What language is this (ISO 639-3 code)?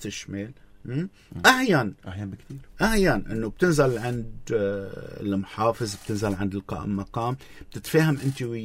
apc